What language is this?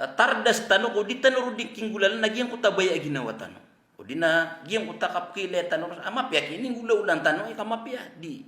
Maranao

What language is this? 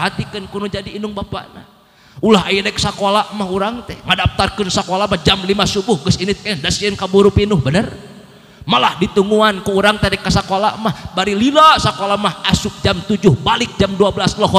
Sundanese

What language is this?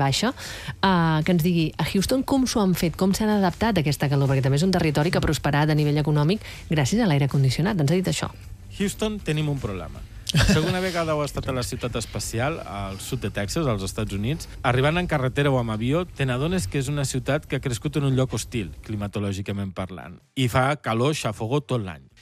Catalan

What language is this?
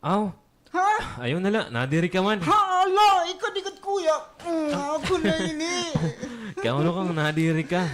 Waray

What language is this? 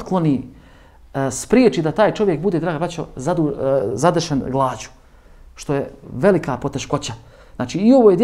Bosnian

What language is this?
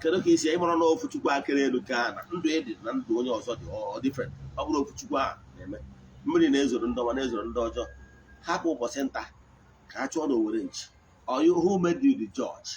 Igbo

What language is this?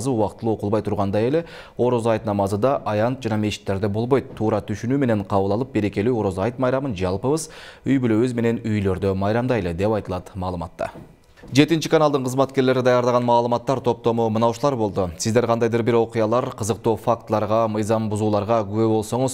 Kyrgyz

